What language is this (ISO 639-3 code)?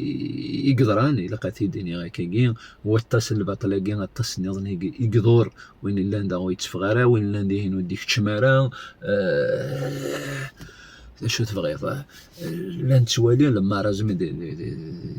kab